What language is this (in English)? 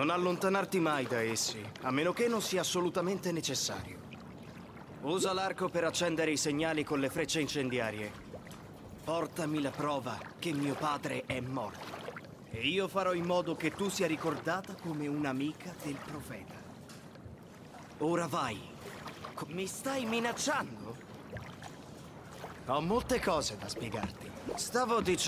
Italian